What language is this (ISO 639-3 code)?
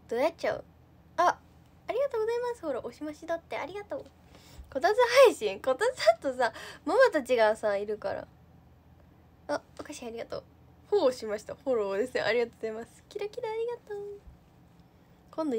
jpn